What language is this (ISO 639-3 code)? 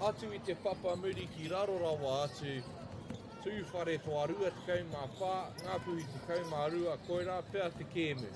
mri